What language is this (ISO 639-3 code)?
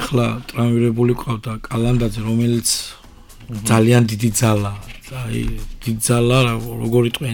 kat